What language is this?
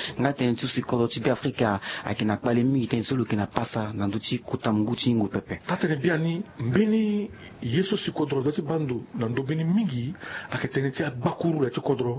Sango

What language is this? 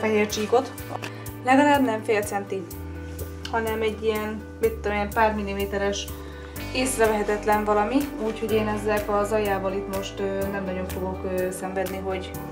Hungarian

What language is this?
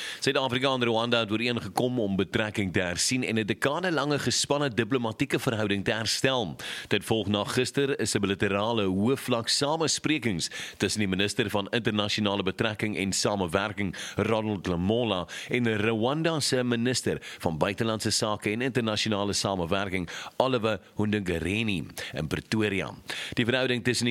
Afrikaans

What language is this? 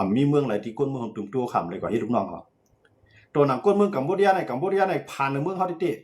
Shan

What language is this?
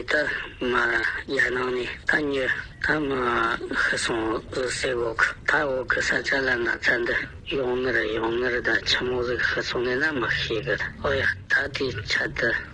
Tibetan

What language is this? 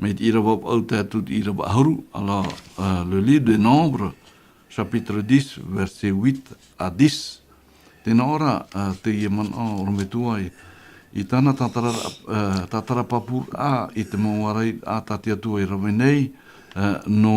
Tahitian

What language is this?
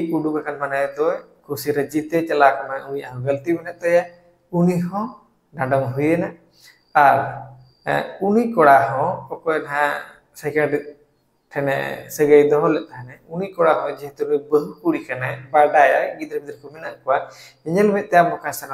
Santali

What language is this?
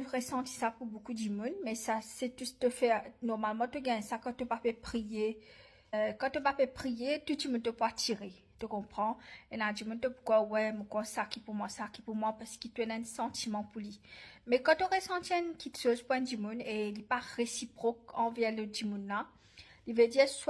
Morisyen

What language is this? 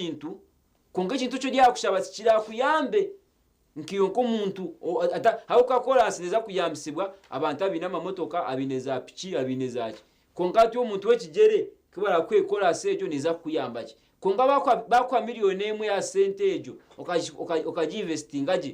Nyankole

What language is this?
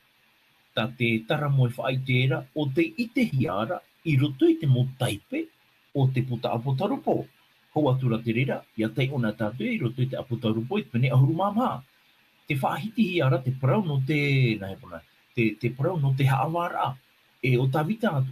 Tahitian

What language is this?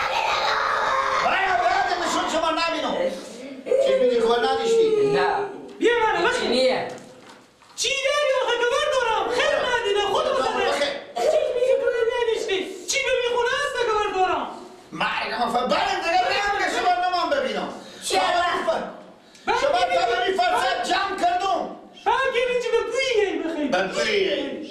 Persian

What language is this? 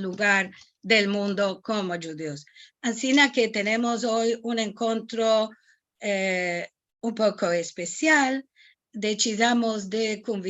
Ladino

